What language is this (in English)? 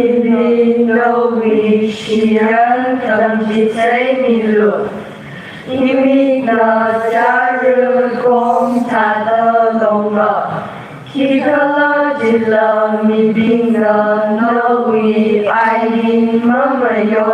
Tangkhul Naga (India)